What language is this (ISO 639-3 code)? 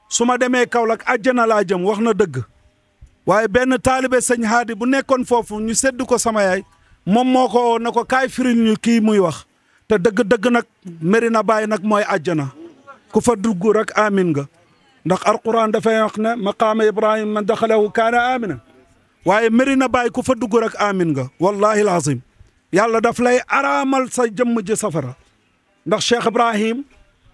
wol